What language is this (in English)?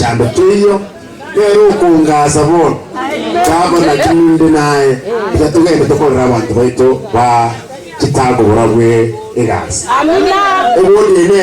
Gusii